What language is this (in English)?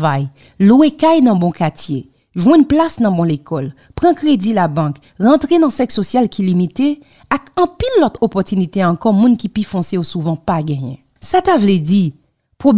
Haitian Creole